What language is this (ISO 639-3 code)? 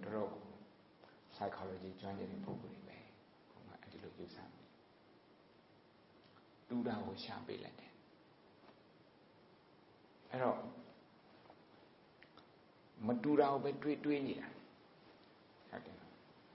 mya